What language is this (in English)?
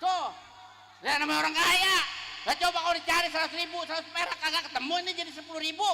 Betawi